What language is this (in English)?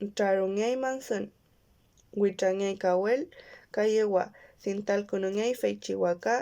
Mapuche